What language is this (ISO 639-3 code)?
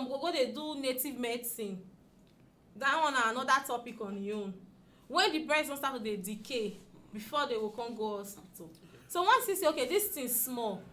pcm